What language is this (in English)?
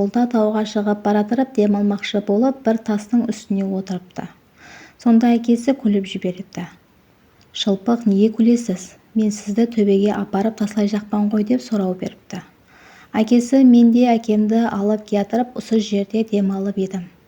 Kara-Kalpak